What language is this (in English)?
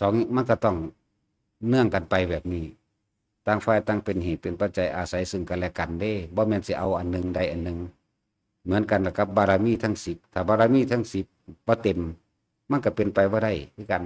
Northeastern Thai